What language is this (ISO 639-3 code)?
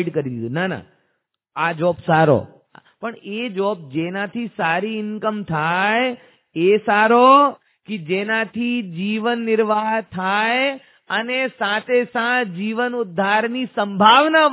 guj